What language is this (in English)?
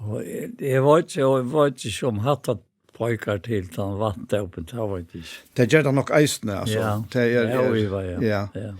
Faroese